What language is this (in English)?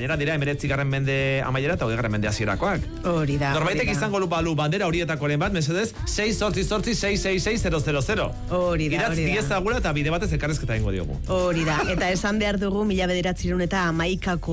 Basque